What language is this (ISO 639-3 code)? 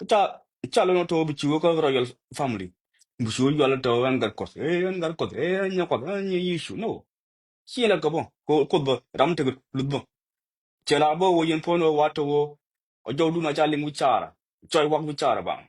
nus